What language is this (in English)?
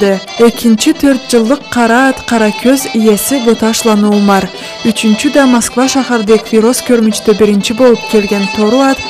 Karachay-Balkar